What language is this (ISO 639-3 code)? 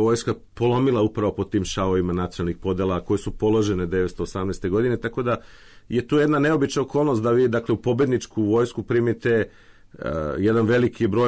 srp